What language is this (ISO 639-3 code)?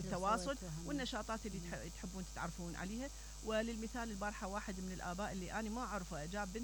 acm